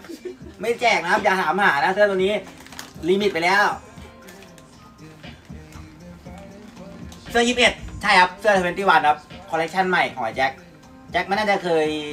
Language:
Thai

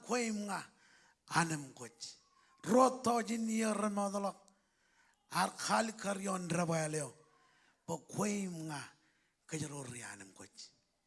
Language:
Marshallese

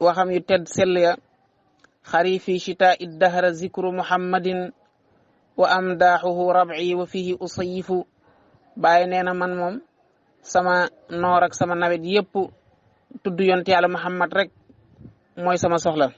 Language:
Wolof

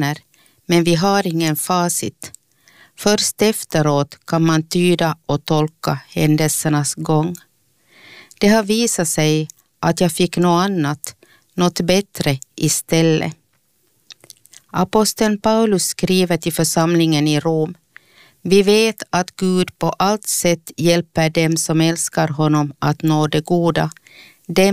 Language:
Swedish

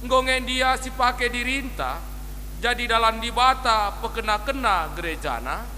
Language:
Batak Karo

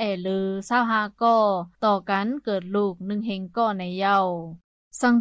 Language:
Shan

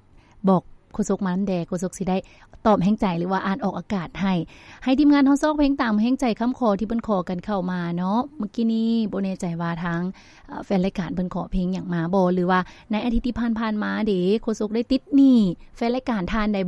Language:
Lao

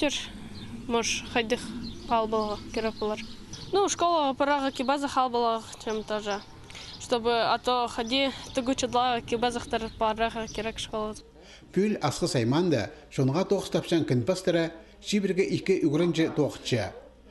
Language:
Khakas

